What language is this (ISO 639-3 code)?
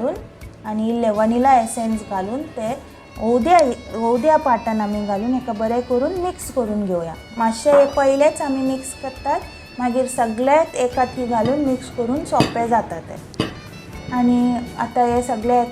kok